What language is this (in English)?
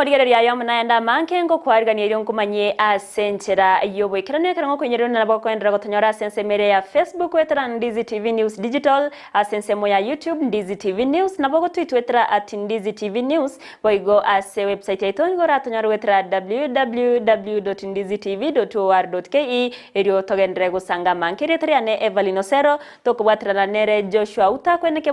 Gusii